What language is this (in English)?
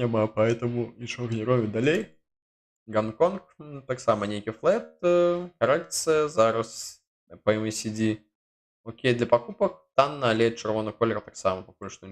Belarusian